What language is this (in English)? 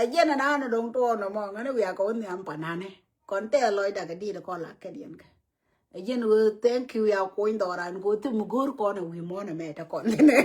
Nuer